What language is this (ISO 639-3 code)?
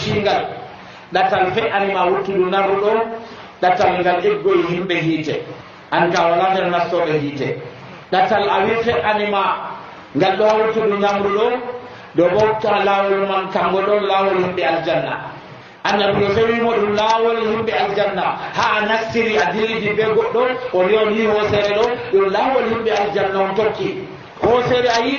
fuv